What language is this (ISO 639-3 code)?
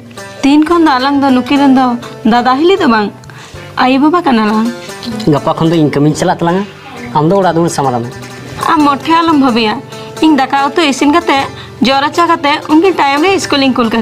sat